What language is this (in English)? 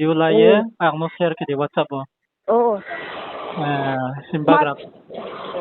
Riang (India)